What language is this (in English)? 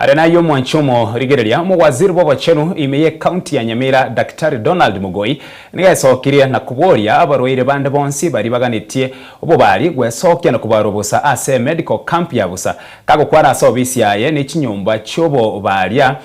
Gusii